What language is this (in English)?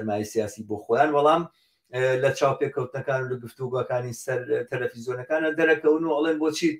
Central Kurdish